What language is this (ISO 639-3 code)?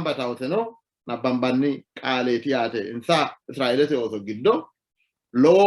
sid